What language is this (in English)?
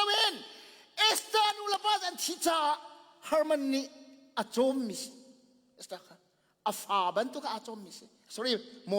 Hakha Chin